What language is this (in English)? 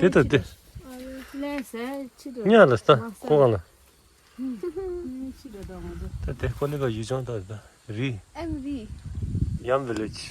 Tibetan